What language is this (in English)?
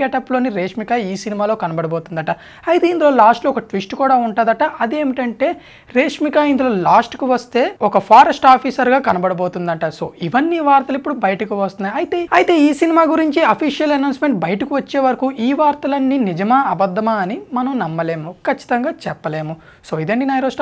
Telugu